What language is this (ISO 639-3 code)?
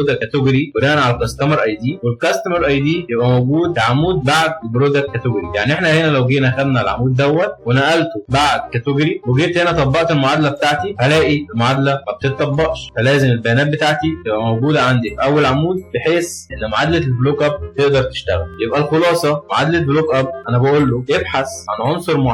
arz